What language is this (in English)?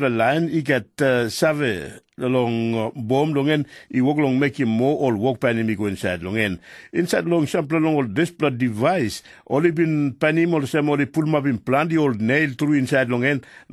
Tok Pisin